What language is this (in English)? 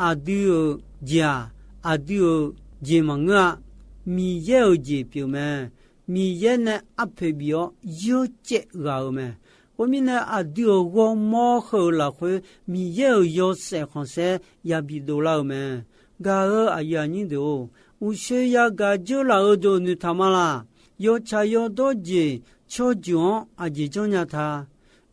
Akha